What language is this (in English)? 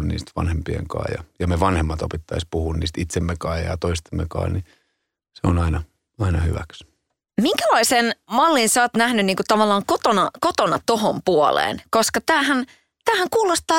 Finnish